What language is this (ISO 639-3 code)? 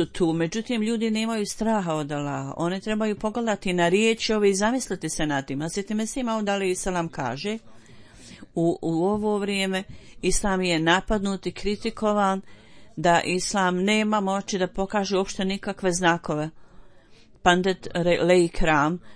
bos